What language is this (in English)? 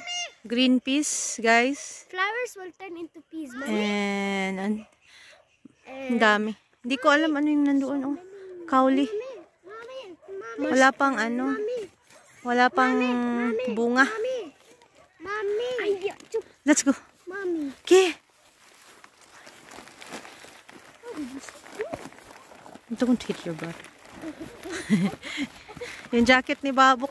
Filipino